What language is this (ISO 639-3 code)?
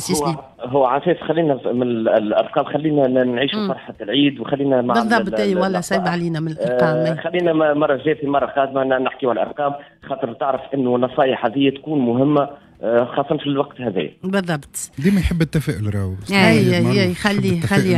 aeb